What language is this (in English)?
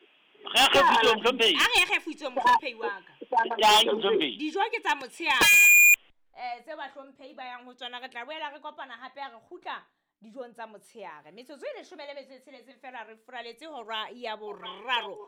Southern Sotho